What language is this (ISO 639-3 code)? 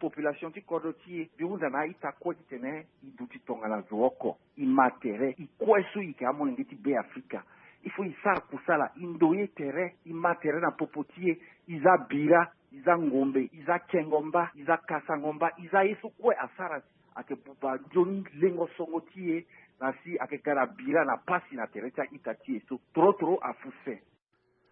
sag